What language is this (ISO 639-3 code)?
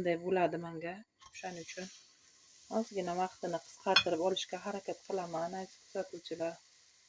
uzb